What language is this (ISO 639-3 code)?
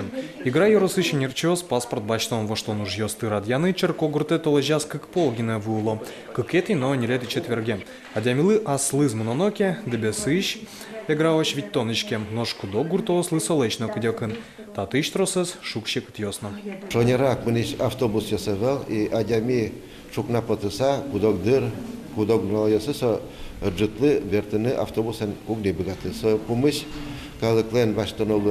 udm